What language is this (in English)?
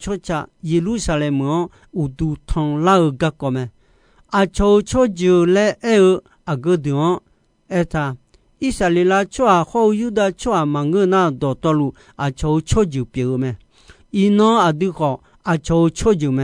Akha